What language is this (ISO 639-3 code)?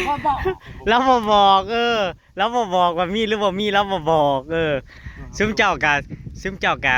tts